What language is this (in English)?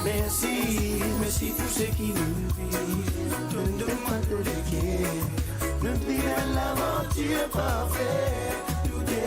Morisyen